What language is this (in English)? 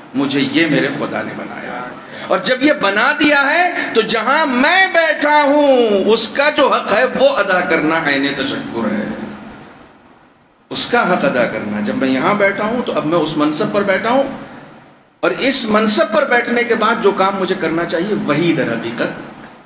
Urdu